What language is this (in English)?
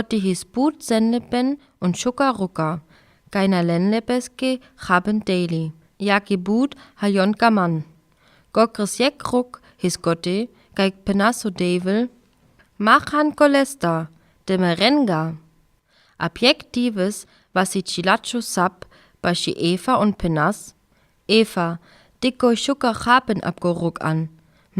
Sinte Romani